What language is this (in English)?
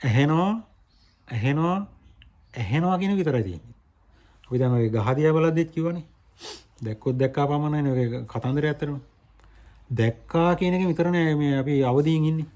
Sinhala